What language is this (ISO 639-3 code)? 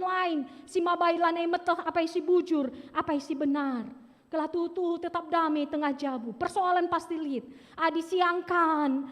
btx